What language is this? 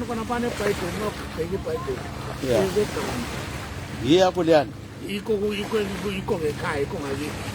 North Ndebele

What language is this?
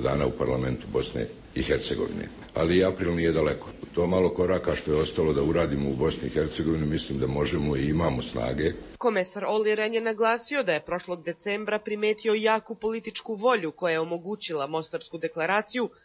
Bosnian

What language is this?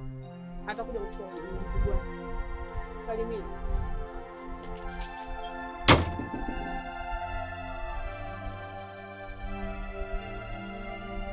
Swahili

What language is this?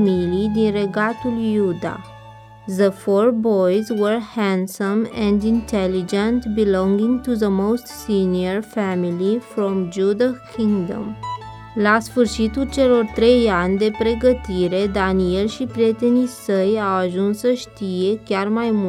Romanian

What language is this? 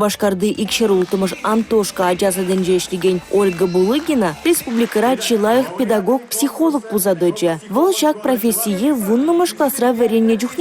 Chuvash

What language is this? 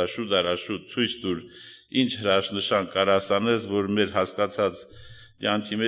Armenian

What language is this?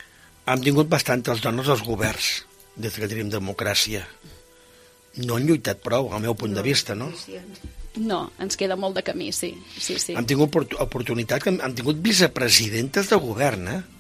Catalan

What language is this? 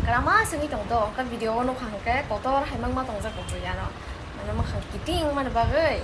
Kok Borok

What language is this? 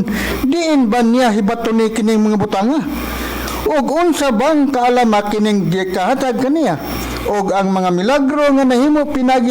Cebuano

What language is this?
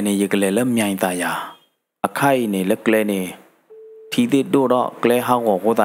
S'gaw Karen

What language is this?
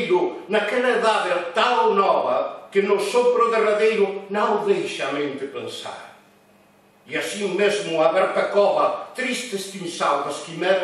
Galician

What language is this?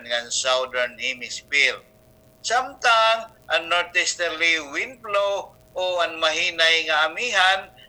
Waray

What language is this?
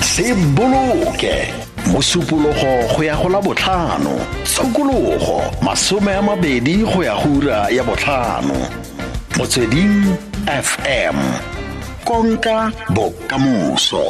Tswana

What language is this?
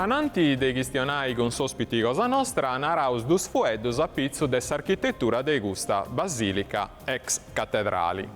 Sardinian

